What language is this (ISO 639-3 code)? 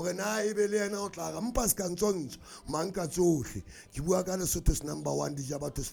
sot